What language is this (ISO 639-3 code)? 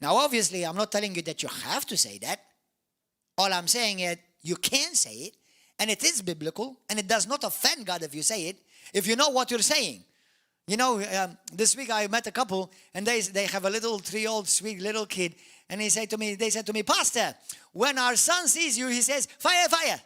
eng